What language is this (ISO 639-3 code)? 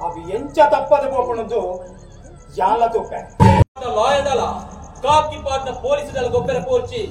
tcy